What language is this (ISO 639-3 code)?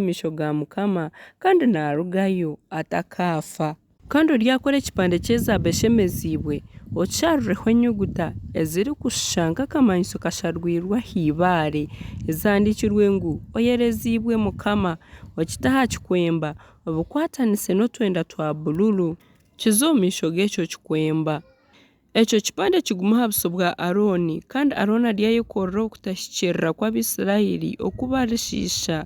nyn